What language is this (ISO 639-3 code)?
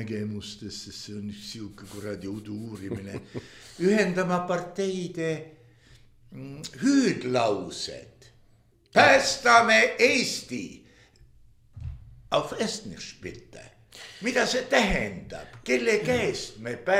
est